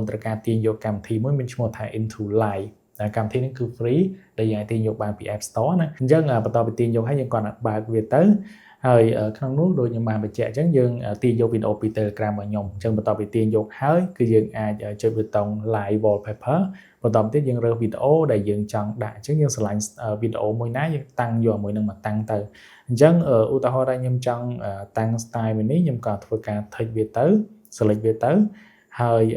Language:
Khmer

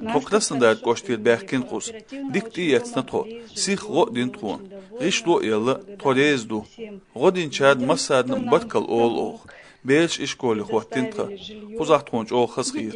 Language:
Chechen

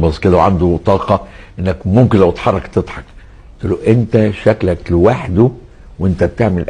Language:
Egyptian Arabic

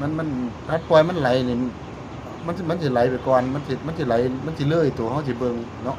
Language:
Northeastern Thai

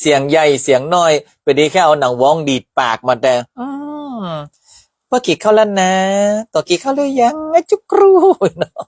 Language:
Northern Thai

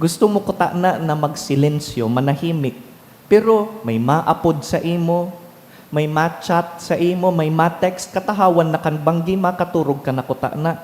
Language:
Bikol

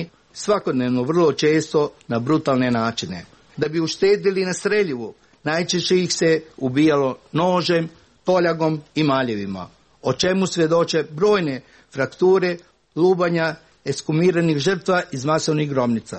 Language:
Croatian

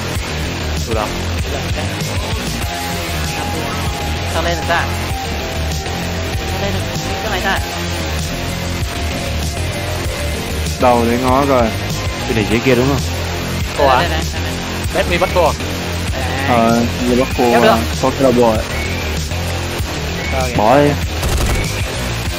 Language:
Vietnamese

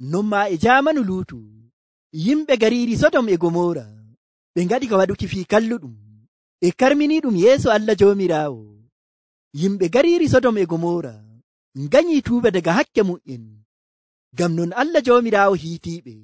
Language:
Nigerian Fulfulde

